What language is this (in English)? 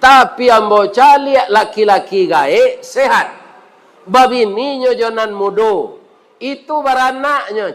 Minangkabau